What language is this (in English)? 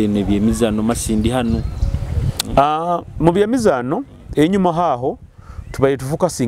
Nyoro